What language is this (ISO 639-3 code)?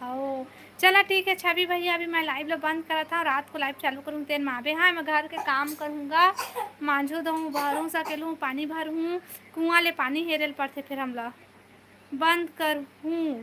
hne